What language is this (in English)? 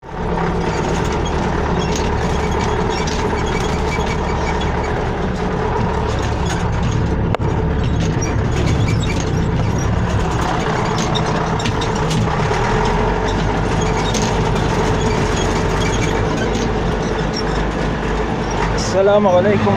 Bashkir